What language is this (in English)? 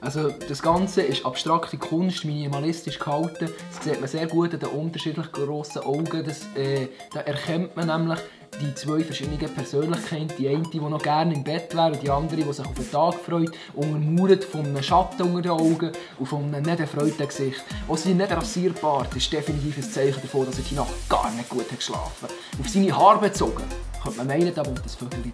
Swiss German